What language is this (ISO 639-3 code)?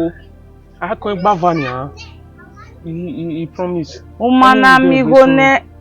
bin